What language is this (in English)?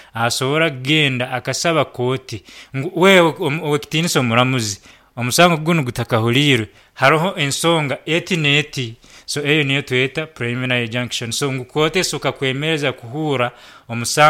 Nyankole